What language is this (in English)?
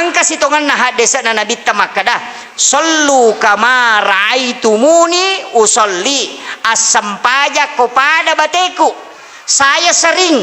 Buginese